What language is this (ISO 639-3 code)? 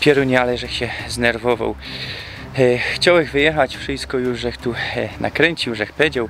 szl